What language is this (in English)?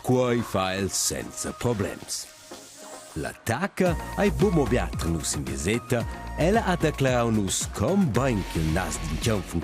Romansh